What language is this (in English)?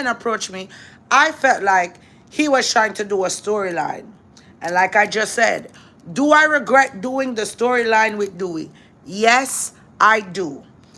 Jamaican Creole English